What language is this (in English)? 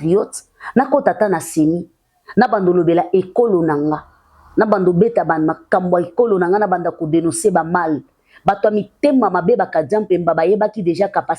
Lingala